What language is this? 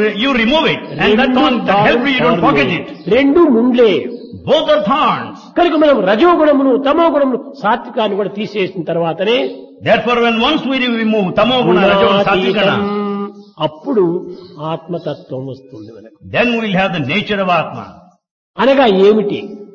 Telugu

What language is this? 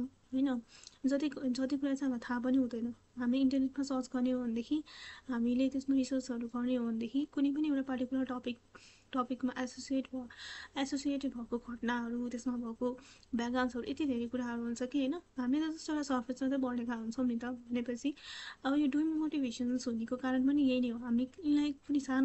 Nepali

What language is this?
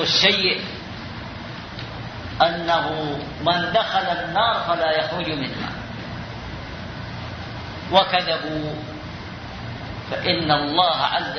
Arabic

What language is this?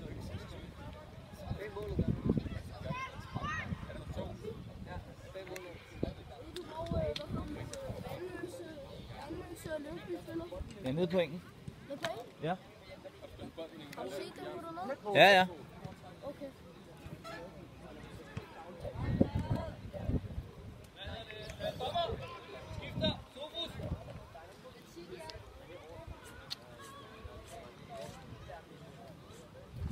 Danish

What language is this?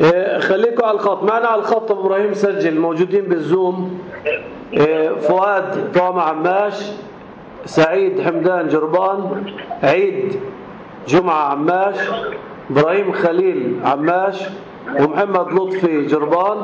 North Levantine Arabic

